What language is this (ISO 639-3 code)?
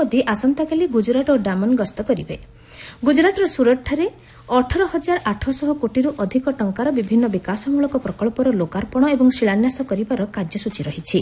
ori